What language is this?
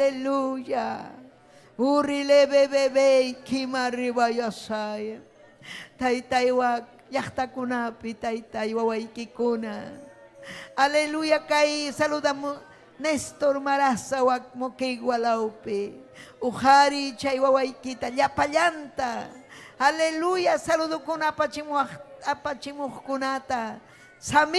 Ayacucho Quechua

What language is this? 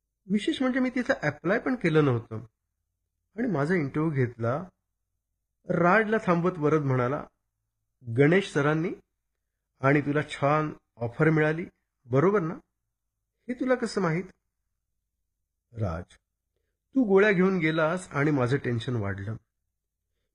Marathi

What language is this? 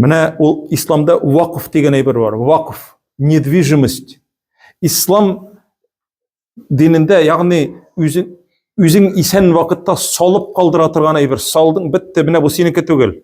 Tatar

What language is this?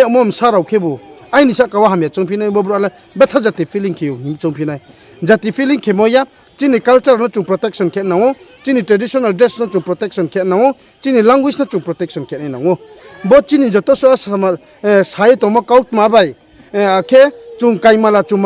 Riang (India)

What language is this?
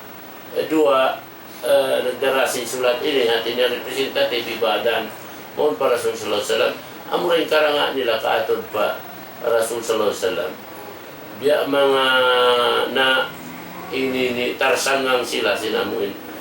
Tausug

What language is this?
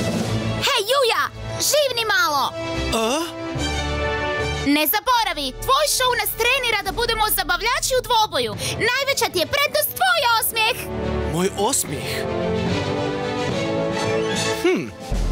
Croatian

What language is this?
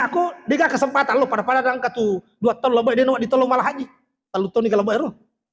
Buginese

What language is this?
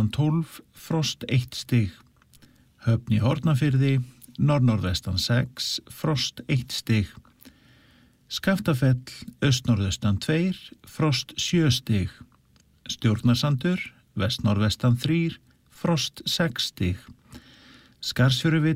Icelandic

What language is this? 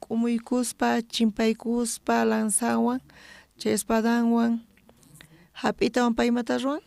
South Bolivian Quechua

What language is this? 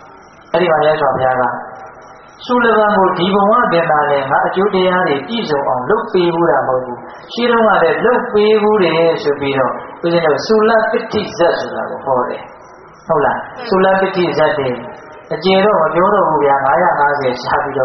Burmese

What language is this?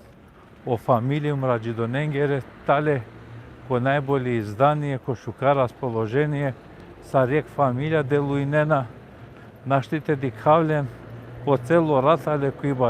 Balkan Romani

